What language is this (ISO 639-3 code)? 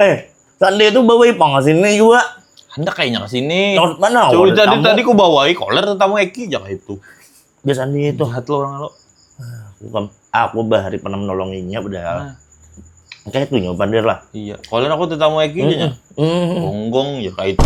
bjn